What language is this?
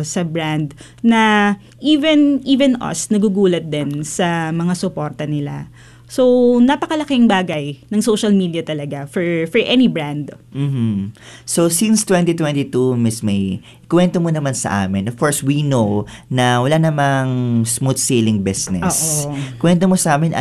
Filipino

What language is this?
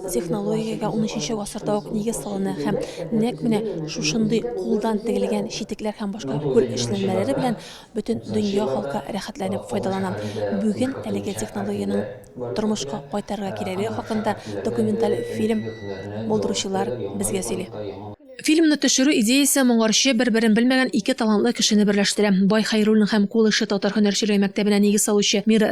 Tatar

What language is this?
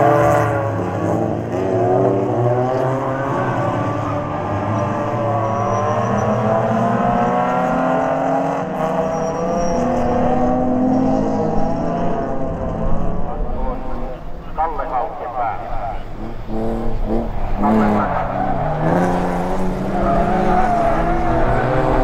Finnish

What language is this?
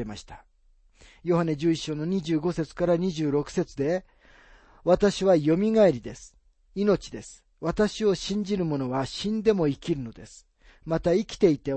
Japanese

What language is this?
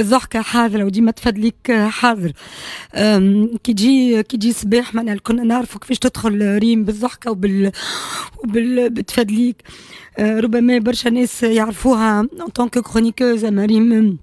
Tunisian Arabic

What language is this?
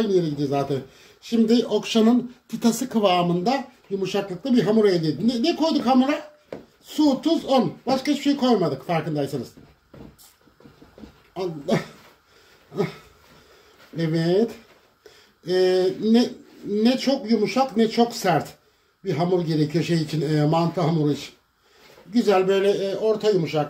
Turkish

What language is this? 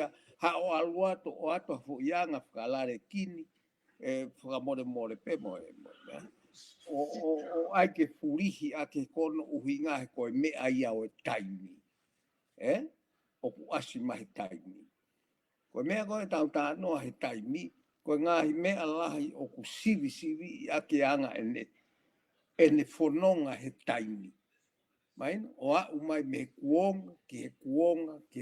Tongan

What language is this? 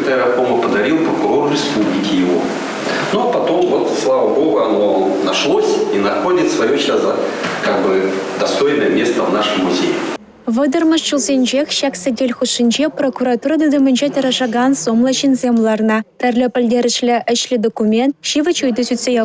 Chuvash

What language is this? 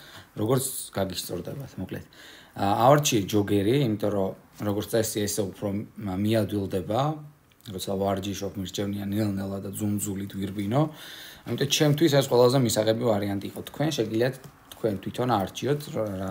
Georgian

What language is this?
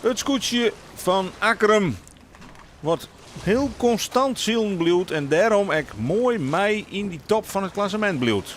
Western Frisian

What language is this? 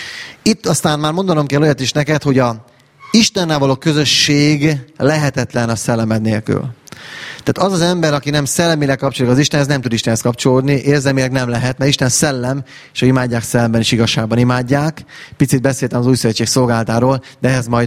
Hungarian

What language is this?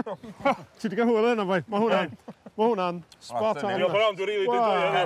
Welsh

